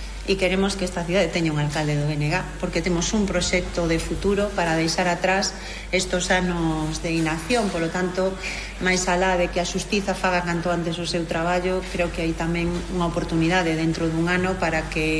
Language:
Galician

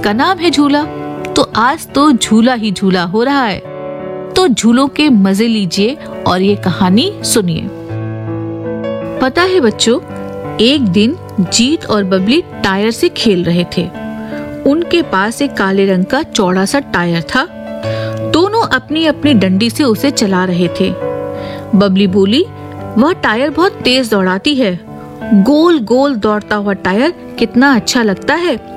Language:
Hindi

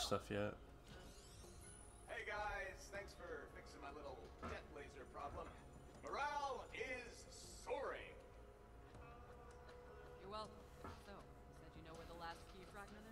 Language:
English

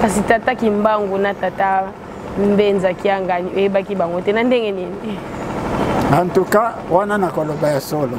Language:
Lingala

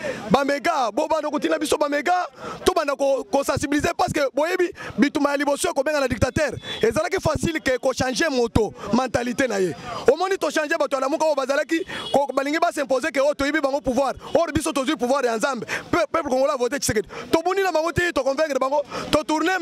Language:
Lingala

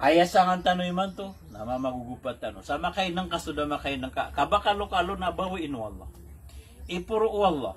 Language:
Maranao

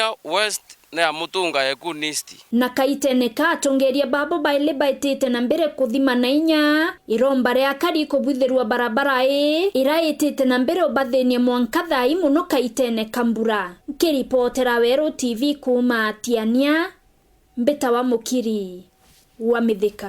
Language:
Meru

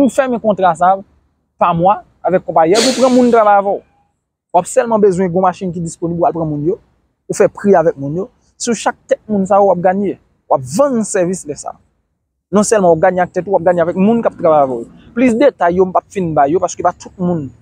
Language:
Haitian Creole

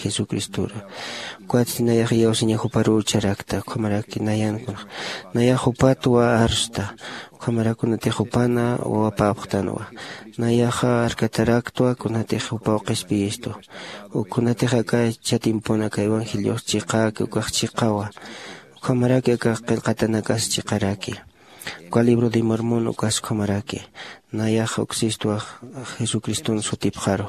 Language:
Aymara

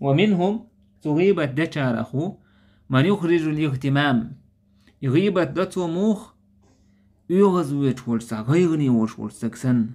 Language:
Chechen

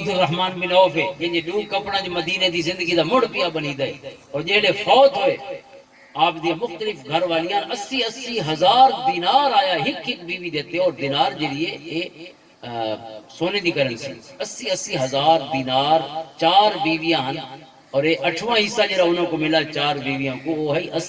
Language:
Western Panjabi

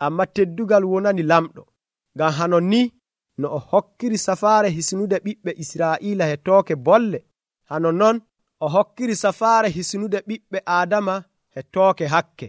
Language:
Nigerian Fulfulde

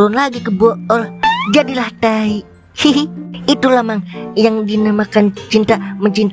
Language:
Betawi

